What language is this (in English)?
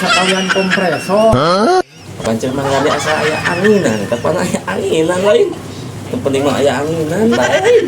Sundanese